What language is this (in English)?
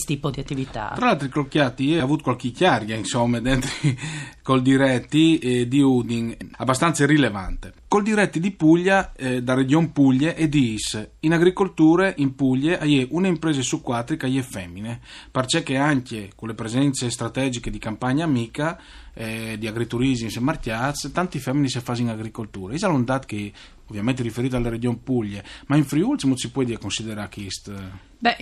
Friulian